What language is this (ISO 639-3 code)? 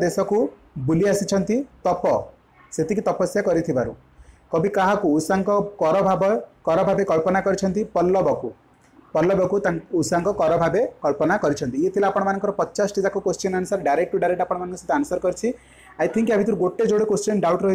ori